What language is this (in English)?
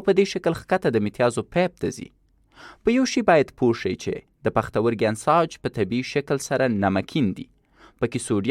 Pashto